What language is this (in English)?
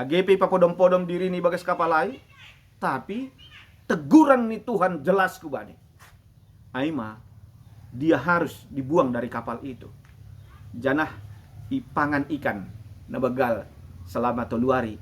Batak Simalungun